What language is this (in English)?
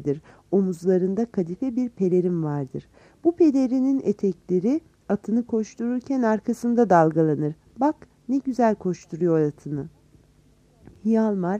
Turkish